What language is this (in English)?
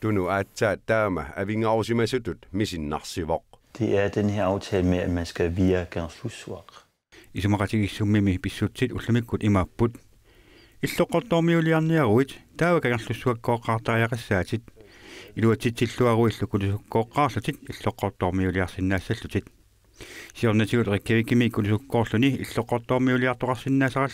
Kalaallisut